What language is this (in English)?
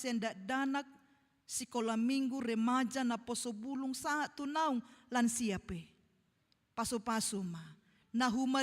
Batak Toba